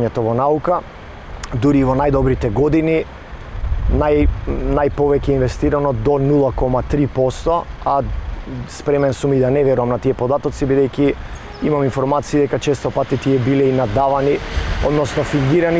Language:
Macedonian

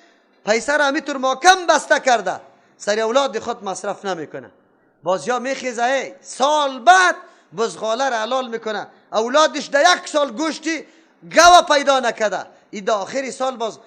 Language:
Persian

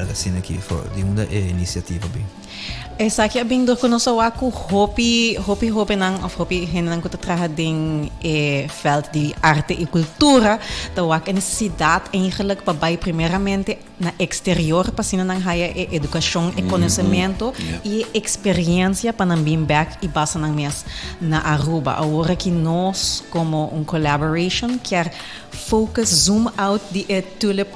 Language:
Papiamento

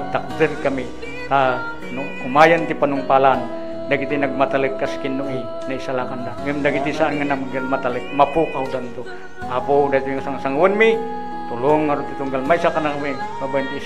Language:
Iloko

